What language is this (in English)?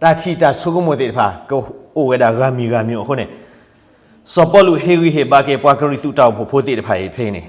S'gaw Karen